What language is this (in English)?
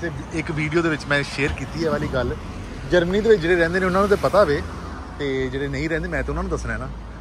Punjabi